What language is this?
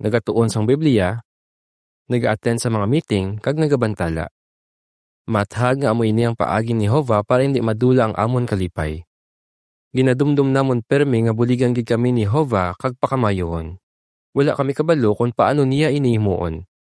Hiligaynon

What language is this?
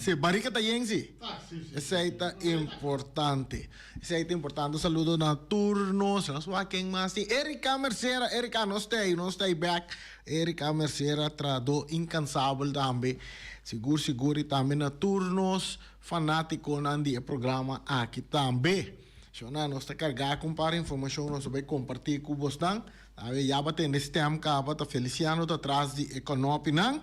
Papiamento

